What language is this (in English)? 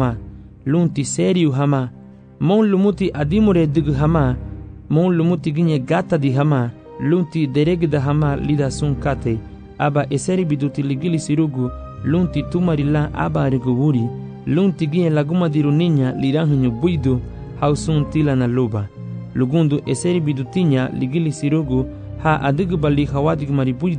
Garifuna